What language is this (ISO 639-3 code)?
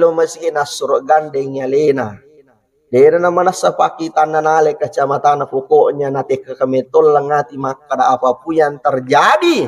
bug